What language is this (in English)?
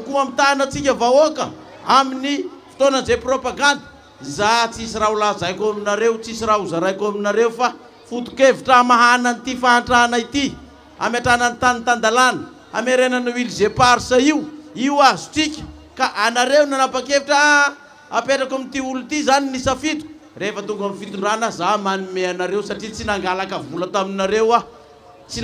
Malagasy